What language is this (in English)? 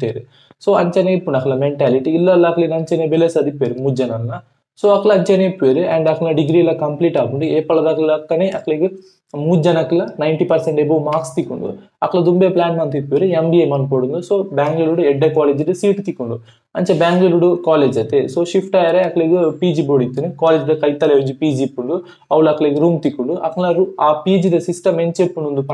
Tulu